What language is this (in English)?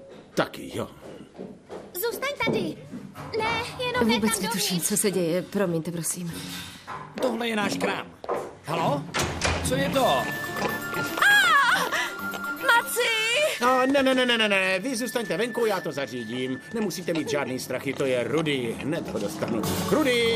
Czech